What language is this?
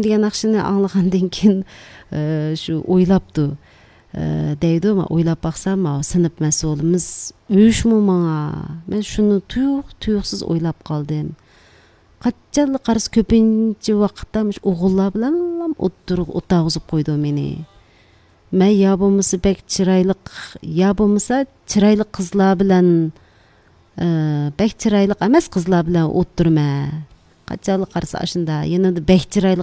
Uyghur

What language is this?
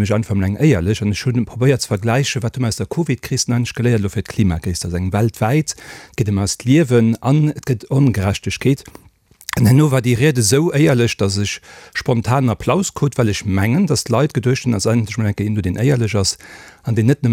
Luxembourgish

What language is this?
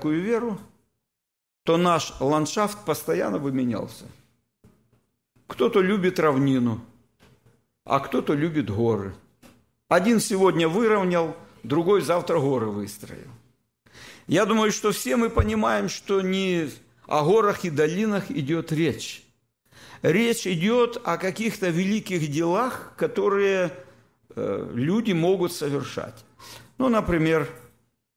Russian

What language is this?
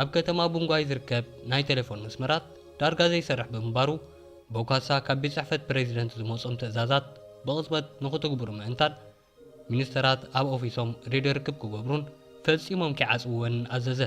Tigrinya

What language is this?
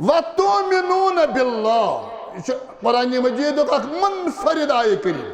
Kashmiri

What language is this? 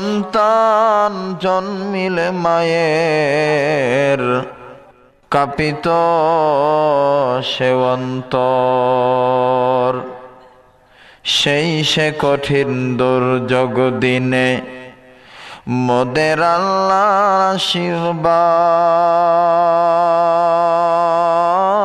Bangla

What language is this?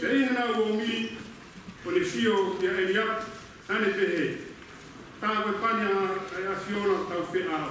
Tongan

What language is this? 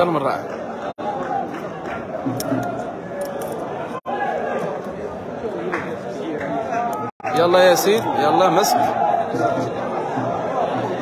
Algerian Arabic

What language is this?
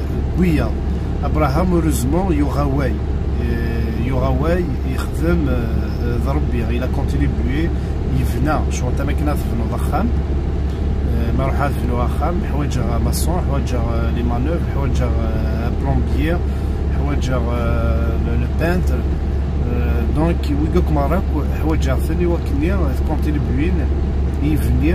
Kabyle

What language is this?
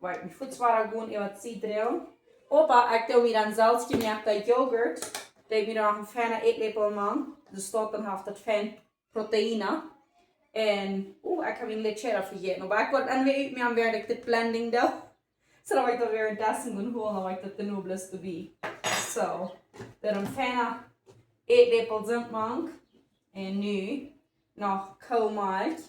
Plautdietsch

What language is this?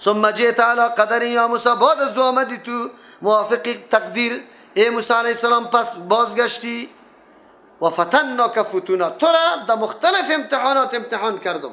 Persian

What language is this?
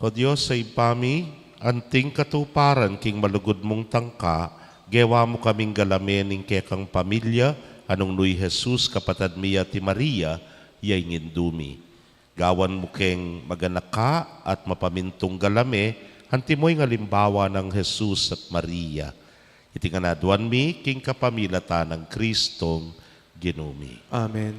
Pampanga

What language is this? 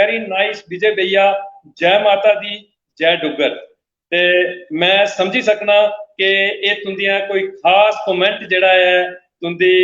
Dogri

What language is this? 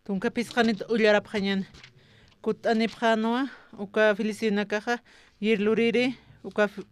Aymara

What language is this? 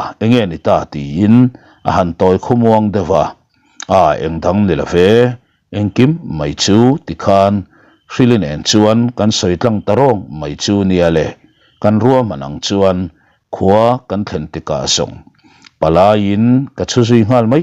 Mizo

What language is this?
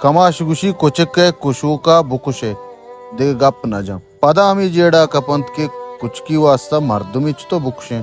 Baluchi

